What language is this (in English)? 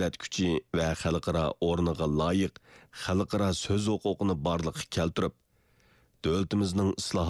Uyghur